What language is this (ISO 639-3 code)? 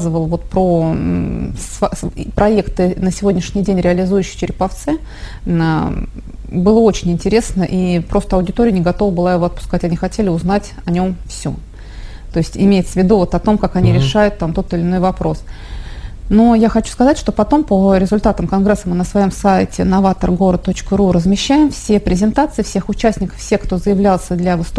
rus